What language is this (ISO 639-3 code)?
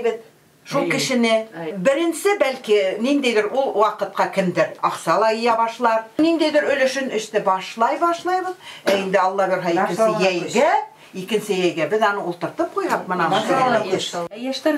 bak